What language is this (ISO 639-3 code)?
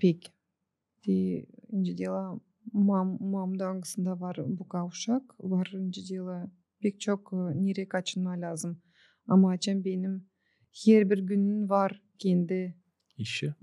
gag